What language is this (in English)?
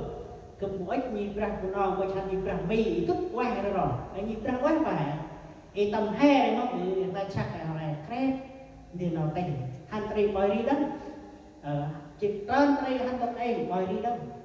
Central Mnong